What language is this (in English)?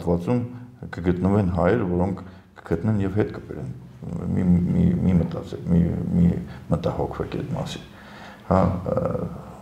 Armenian